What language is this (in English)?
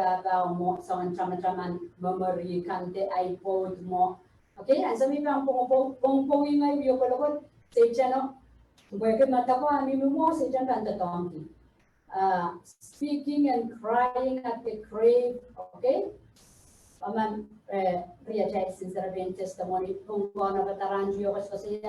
Pohnpeian